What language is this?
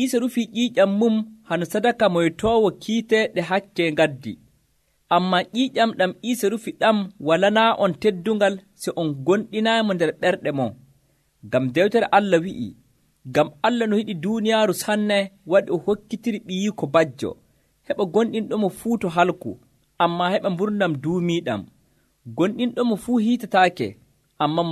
Nigerian Fulfulde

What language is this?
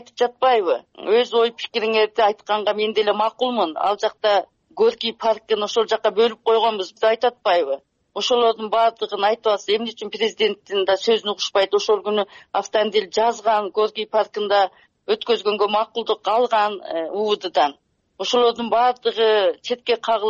Kyrgyz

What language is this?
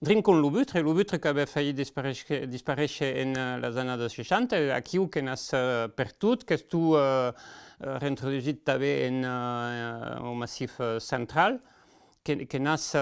Occitan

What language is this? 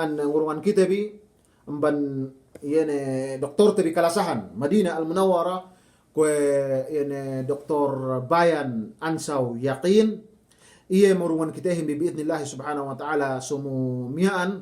Yakan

